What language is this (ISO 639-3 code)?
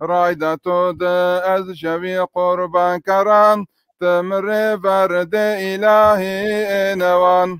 zza